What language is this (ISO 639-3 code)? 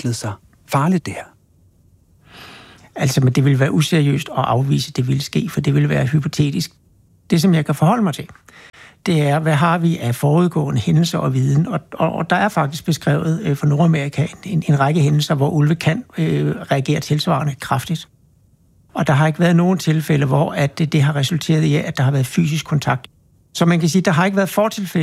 dan